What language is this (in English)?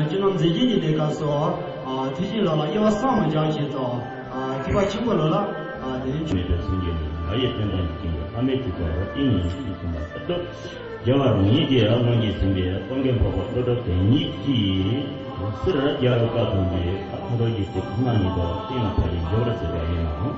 Tibetan